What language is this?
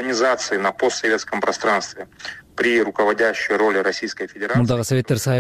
Kyrgyz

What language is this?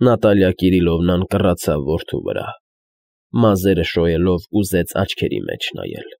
Armenian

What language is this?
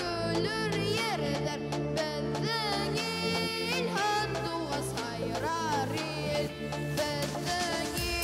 Bashkir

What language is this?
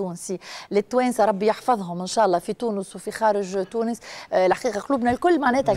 Tunisian Arabic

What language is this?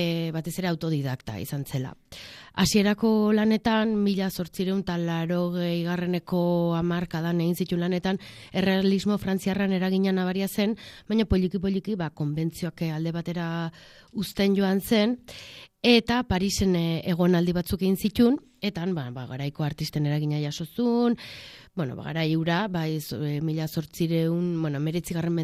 Basque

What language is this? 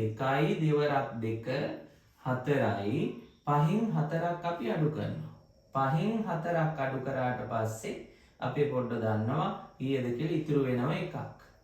Sinhala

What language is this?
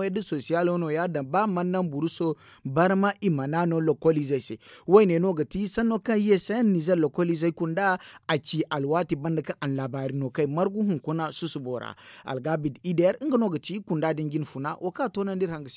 Zarma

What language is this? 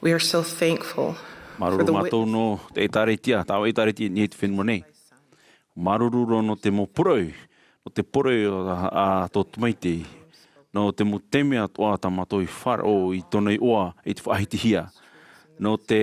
Tahitian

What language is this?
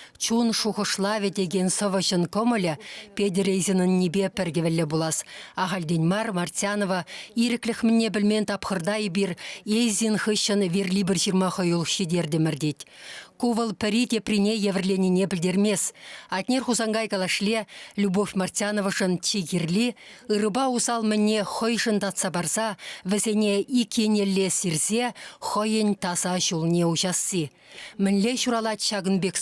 Chuvash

